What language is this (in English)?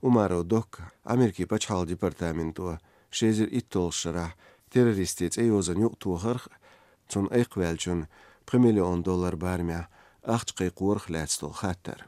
Chechen